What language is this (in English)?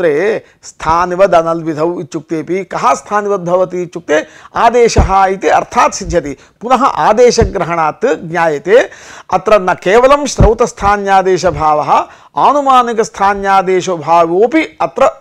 Sanskrit